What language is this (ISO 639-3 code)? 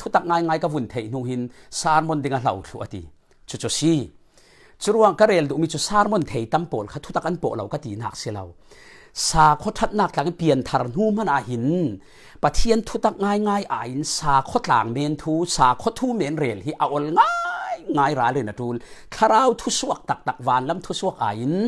cfm